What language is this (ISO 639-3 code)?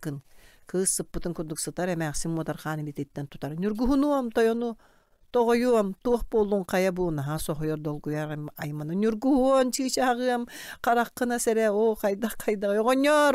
sah